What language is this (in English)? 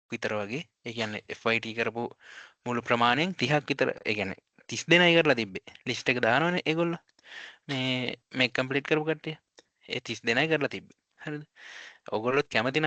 Sinhala